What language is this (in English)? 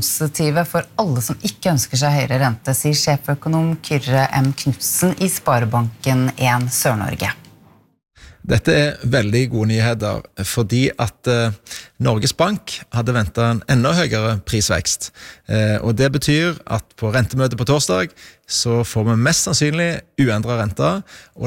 Norwegian